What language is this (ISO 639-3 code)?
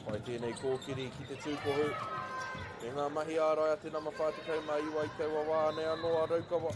mri